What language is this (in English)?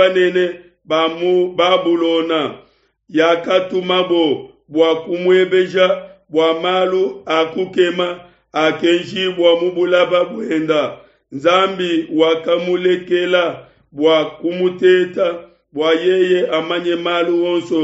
Luba-Lulua